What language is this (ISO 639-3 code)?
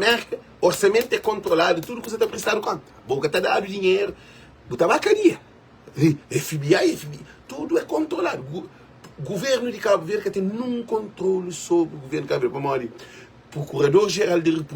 kea